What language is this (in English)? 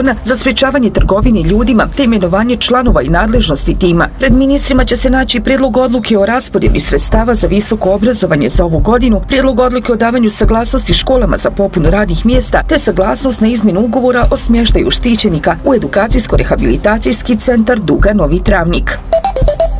Bosnian